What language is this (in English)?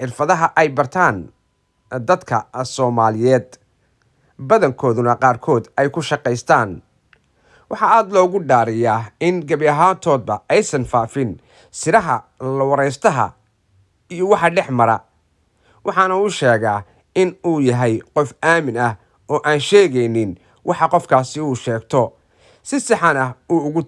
Somali